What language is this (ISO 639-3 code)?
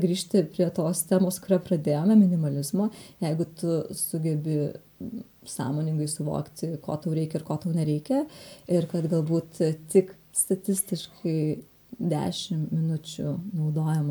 lit